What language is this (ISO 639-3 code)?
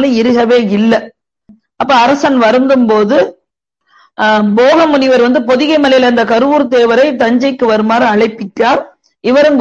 tam